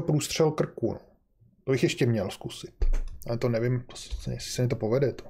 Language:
Czech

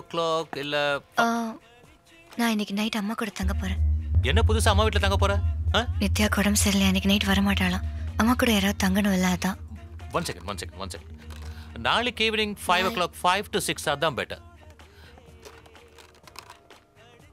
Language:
Tamil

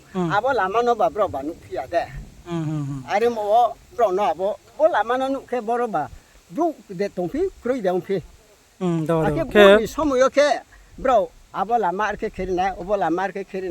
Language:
Riang (India)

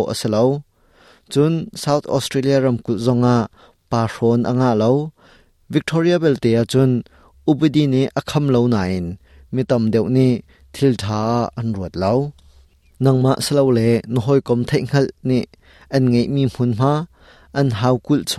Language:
Hakha Chin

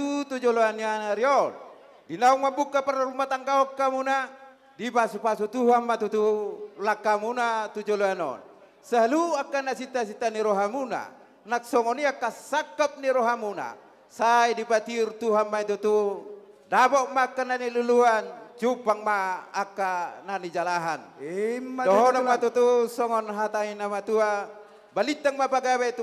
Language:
Batak Toba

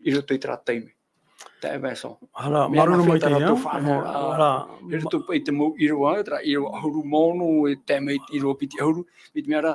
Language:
Tahitian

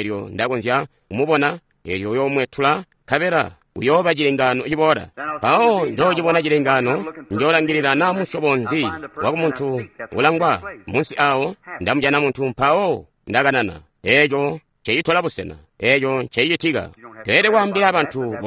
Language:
Tonga (Zambia)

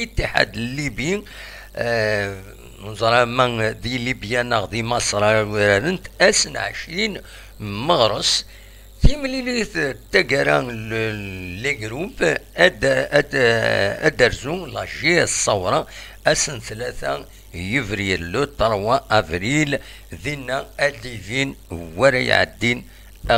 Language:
Kabyle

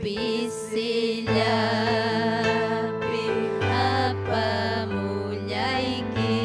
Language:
Ayacucho Quechua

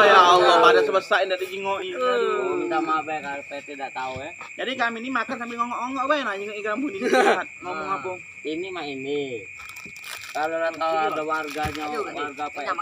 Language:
Musi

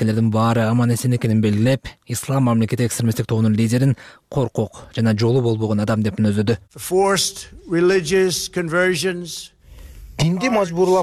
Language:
Kyrgyz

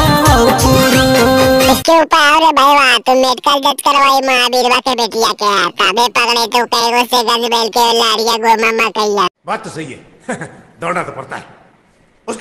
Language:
Magahi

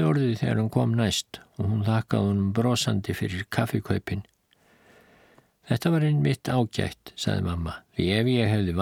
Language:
Icelandic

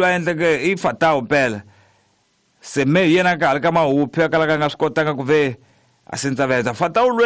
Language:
Tsonga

